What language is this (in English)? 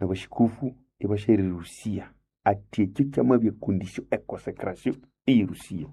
Nande